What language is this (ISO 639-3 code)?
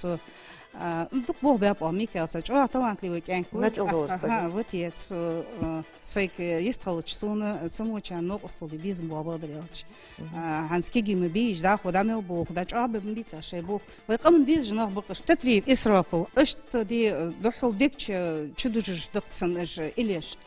inh